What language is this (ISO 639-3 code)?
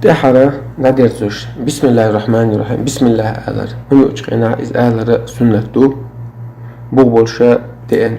che